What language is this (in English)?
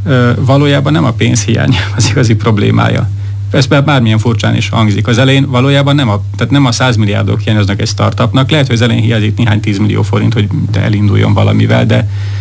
Hungarian